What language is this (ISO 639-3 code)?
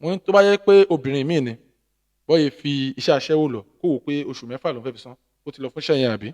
yor